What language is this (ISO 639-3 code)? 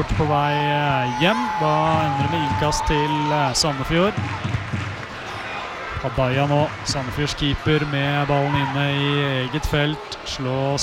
nor